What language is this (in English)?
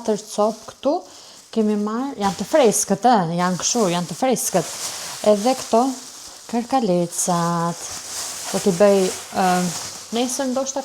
Albanian